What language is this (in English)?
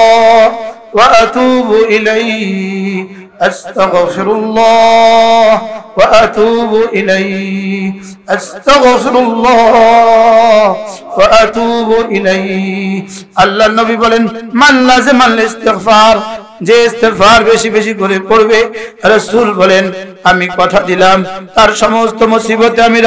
Bangla